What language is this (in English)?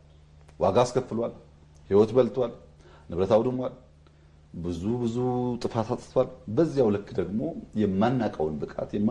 Amharic